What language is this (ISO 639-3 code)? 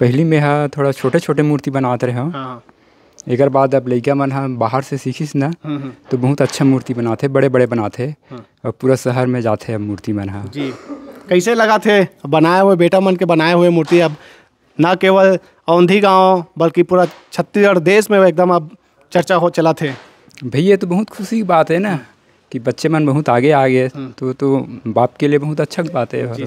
hne